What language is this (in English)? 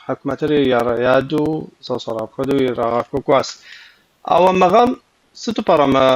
Kabardian